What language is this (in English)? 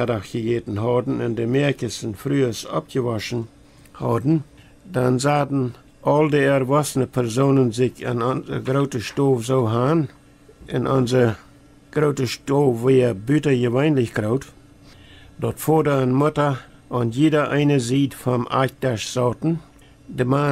Plautdietsch